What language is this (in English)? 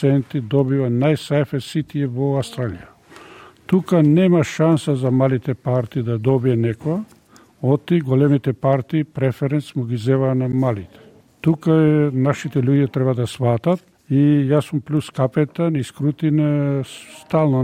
Macedonian